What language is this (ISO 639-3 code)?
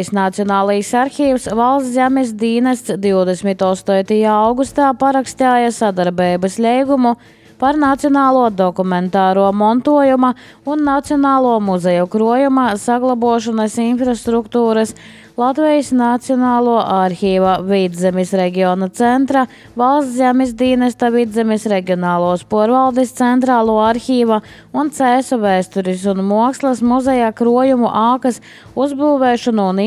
lav